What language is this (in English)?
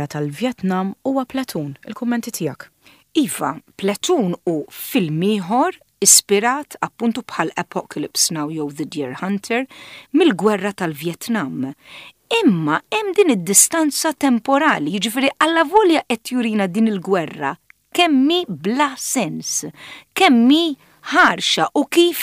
Maltese